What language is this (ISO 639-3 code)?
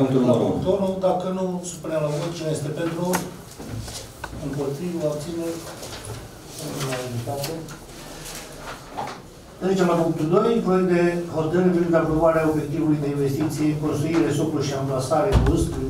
ron